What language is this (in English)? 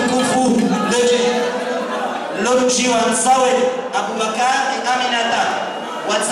Ngazidja Comorian